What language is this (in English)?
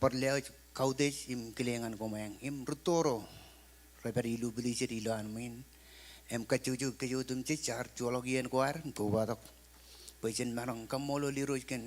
Marshallese